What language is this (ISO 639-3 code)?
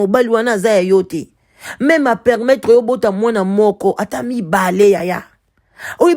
lin